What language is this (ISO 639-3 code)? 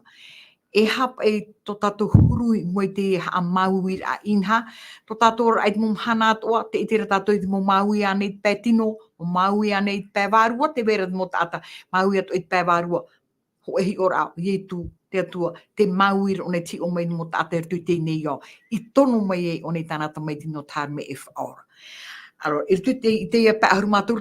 tah